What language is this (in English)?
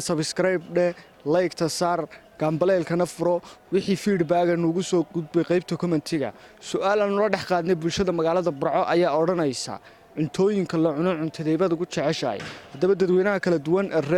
Somali